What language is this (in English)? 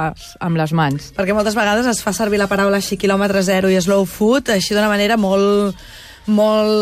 Catalan